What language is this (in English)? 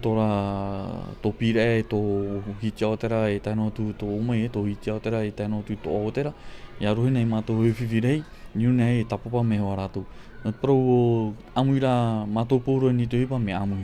Tahitian